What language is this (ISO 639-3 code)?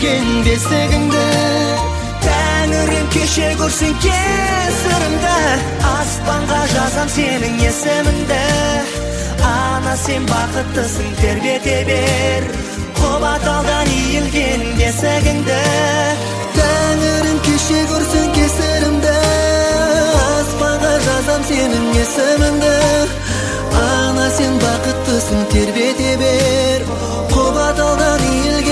kaz